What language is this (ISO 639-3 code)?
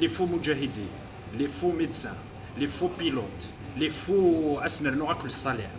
kab